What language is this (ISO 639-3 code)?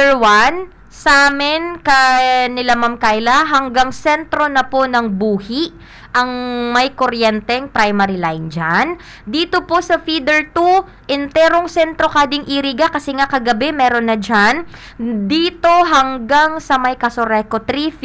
bik